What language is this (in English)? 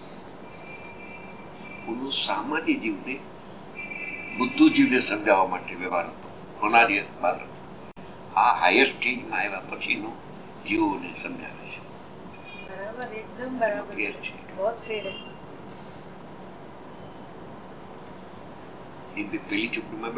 Gujarati